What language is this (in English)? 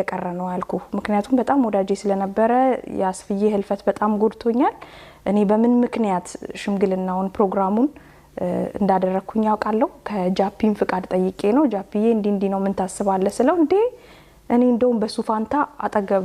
Amharic